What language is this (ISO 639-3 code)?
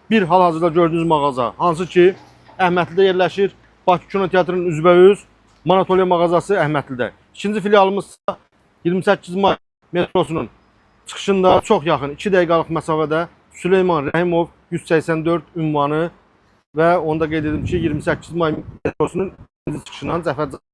aze